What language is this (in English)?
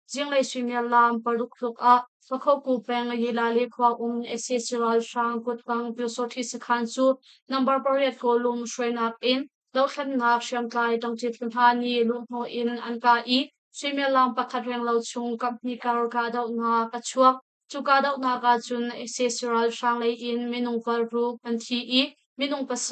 Hakha Chin